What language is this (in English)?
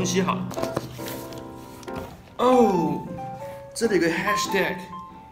Chinese